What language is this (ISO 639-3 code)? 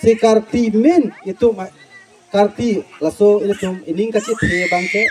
mjw